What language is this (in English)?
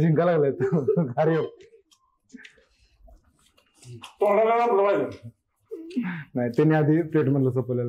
Marathi